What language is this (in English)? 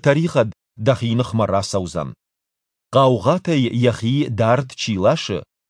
Ossetic